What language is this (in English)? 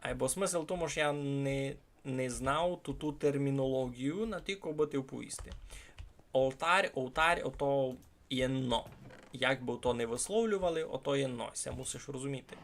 Rusyn